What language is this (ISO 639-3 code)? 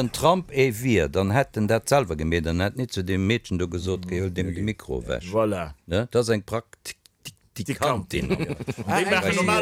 ltz